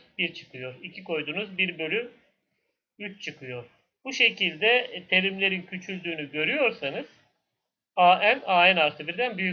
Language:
Turkish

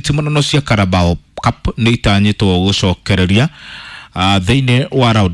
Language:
Kikuyu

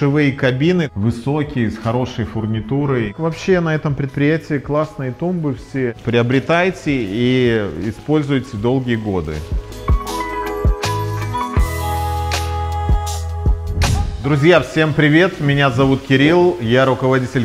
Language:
Russian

